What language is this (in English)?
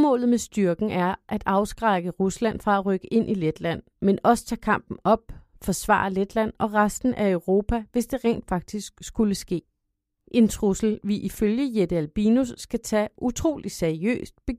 Danish